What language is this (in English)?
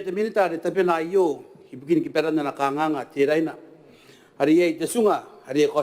Gilbertese